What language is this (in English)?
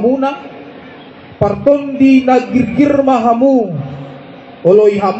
Batak Toba